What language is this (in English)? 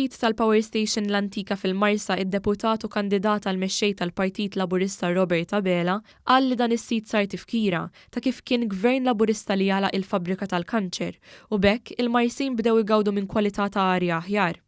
Maltese